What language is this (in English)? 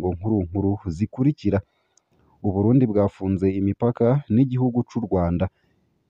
Rundi